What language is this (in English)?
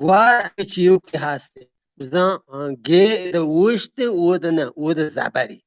Eastern Balochi